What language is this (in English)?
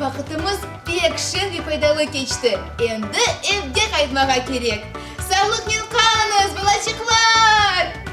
Crimean Tatar